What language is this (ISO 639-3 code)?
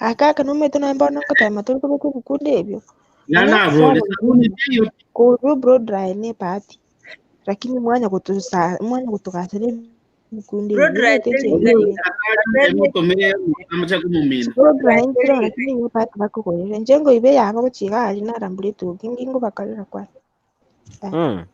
guz